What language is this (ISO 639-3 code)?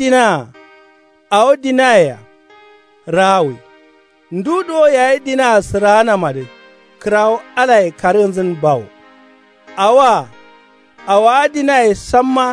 kau